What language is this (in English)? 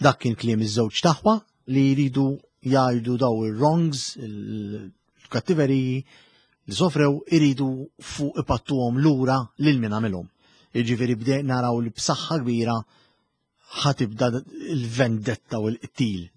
Maltese